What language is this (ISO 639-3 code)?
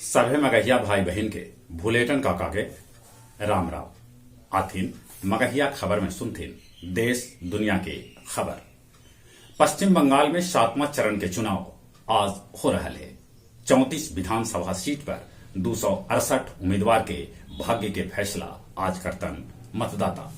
mag